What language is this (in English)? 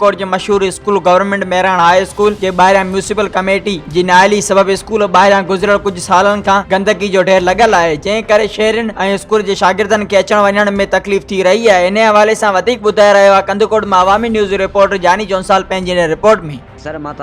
Sindhi